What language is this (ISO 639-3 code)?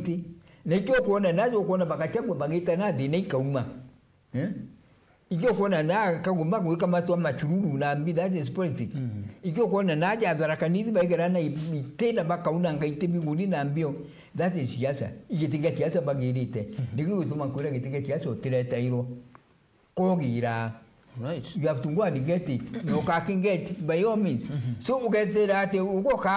mer